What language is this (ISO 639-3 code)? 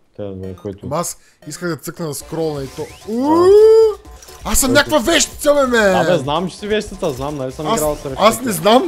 bul